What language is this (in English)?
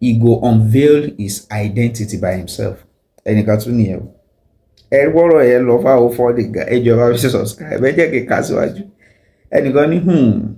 Yoruba